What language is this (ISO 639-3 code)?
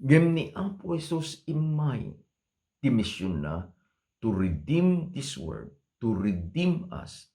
ilo